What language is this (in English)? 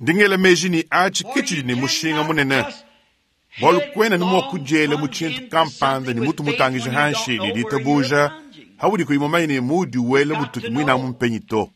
Luba-Lulua